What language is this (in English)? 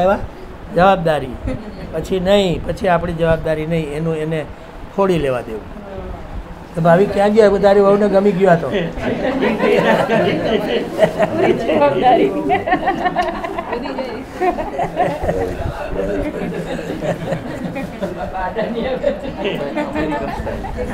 Gujarati